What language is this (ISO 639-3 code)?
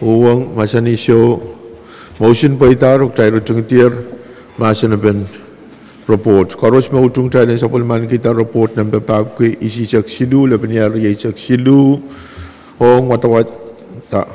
pon